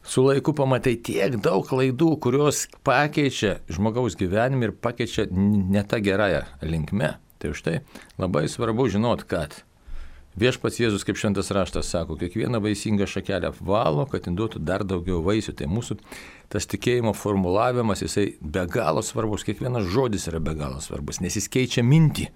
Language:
Lithuanian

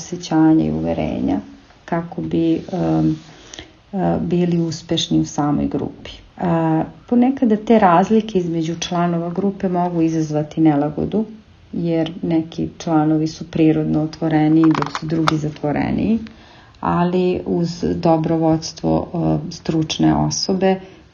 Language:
Serbian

